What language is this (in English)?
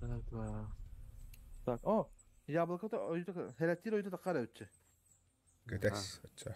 Yakut